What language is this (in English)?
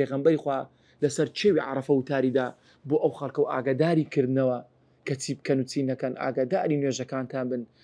Central Kurdish